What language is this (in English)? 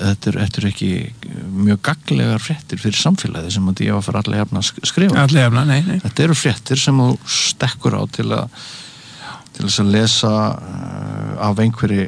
Icelandic